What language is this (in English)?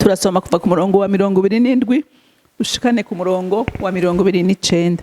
Rundi